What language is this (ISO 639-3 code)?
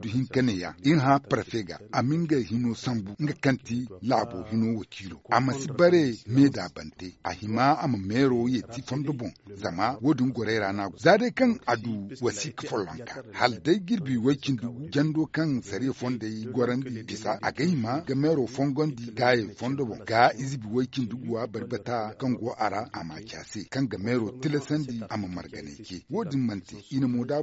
dje